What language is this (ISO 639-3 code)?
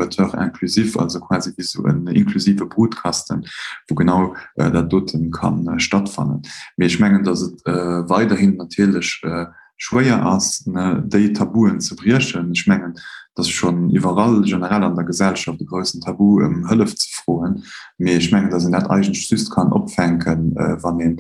ltz